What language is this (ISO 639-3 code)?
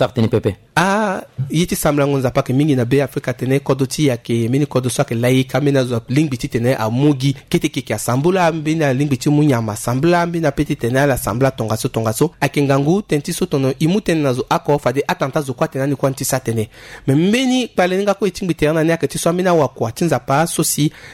sag